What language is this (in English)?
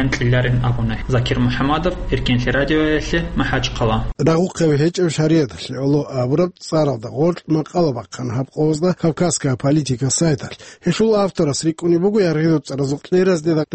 Avaric